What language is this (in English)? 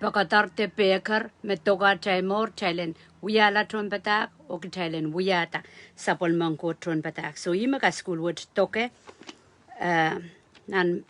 Pohnpeian